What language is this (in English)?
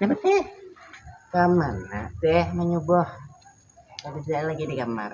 Banjar